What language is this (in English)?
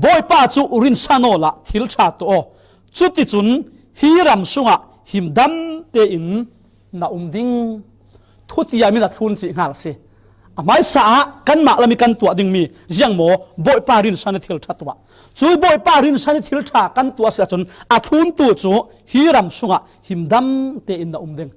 Falam Chin